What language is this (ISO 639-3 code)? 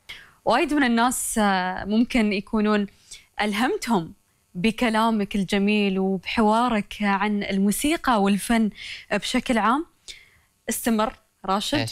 afb